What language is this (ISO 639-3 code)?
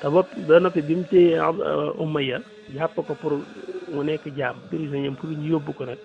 wol